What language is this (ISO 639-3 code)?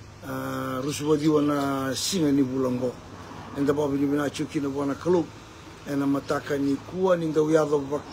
fij